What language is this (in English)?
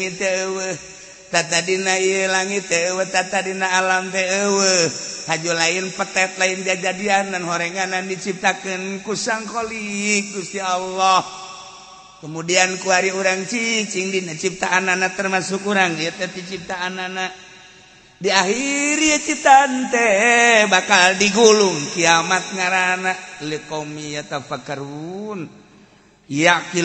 Sundanese